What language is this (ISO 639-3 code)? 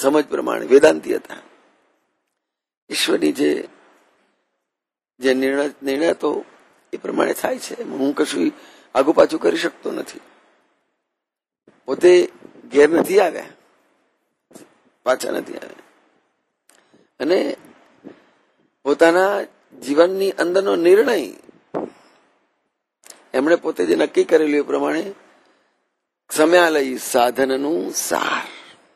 guj